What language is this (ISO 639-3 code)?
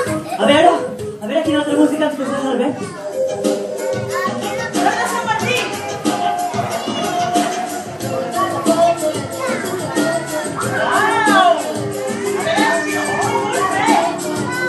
cat